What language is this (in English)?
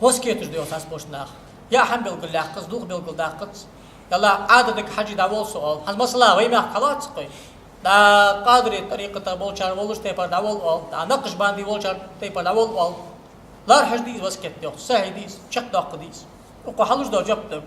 Ingush